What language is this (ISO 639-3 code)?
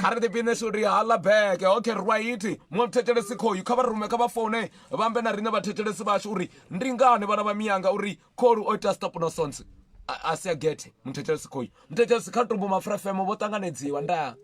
ven